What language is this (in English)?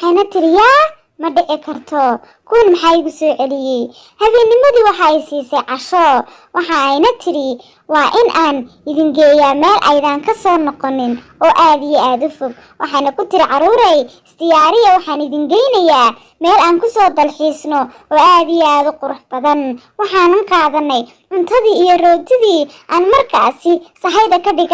Somali